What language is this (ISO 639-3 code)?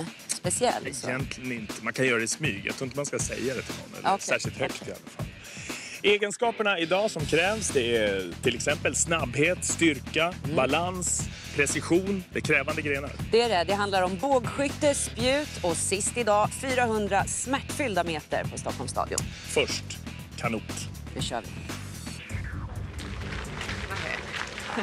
swe